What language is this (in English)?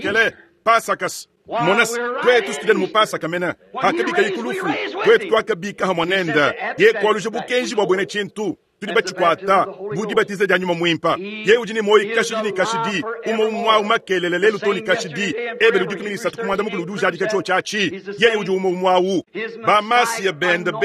Luba-Lulua